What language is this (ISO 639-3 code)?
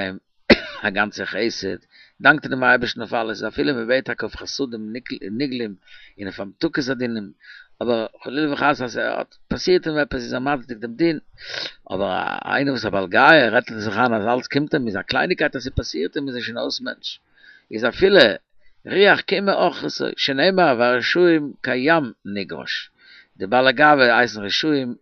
yid